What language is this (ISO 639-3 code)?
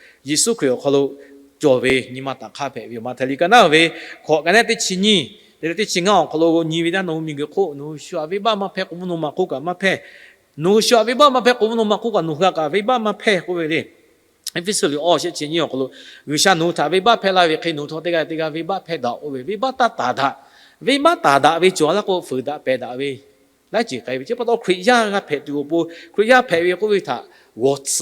lhu